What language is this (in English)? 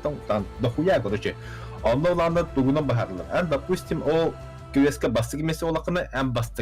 Yakut